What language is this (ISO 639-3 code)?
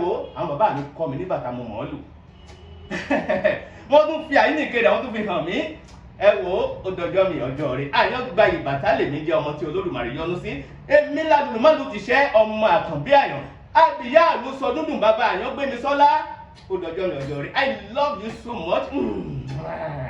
yor